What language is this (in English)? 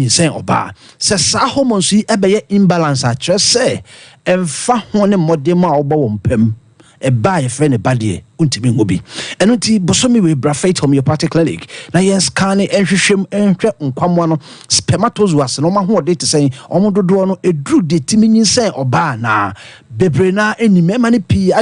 Akan